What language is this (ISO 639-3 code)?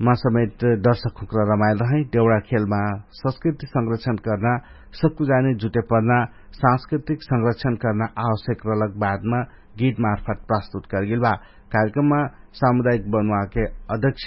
thl